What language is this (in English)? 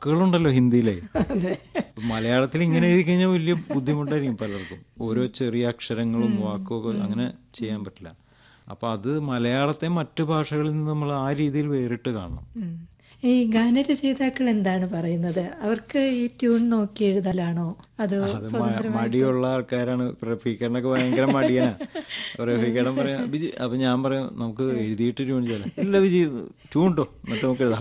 Malayalam